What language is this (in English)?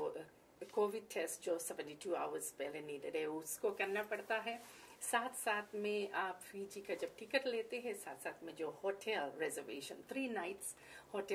Fiji Hindi